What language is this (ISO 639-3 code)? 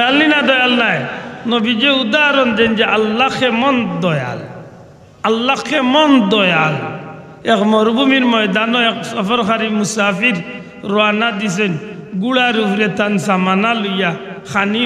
syl